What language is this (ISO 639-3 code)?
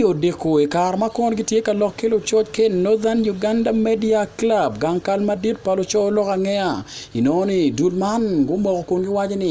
ach